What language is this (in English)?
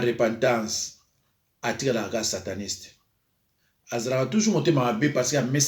Lingala